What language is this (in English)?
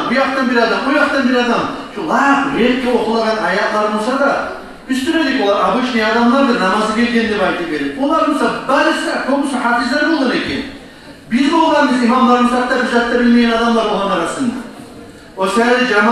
Kumyk